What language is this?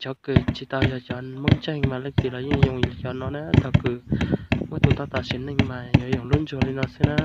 Hmong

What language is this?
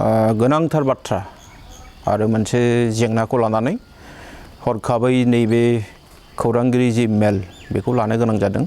Bodo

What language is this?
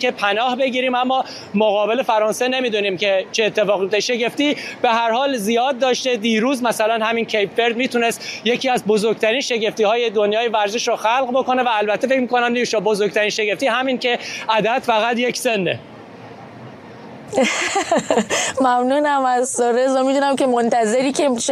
Persian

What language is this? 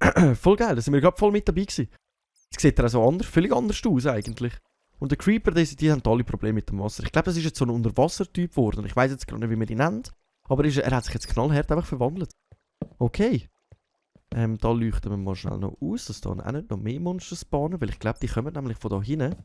Swiss German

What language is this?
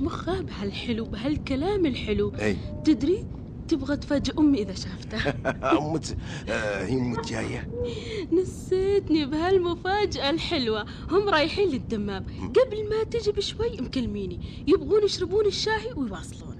Najdi Arabic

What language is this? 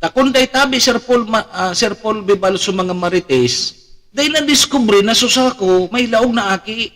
Bikol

